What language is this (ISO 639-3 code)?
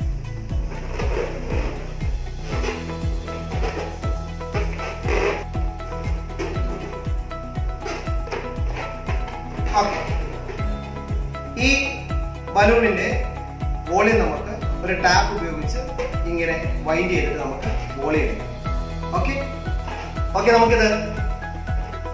mal